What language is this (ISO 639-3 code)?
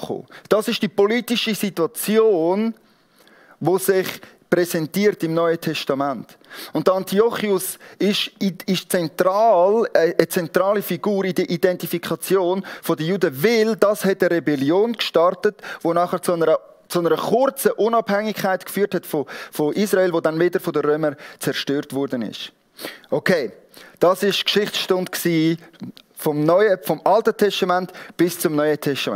gsw